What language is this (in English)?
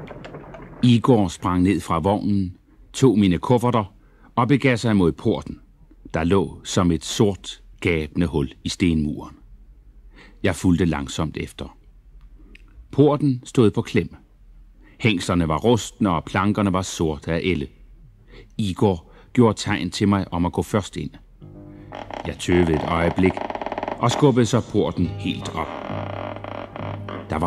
Danish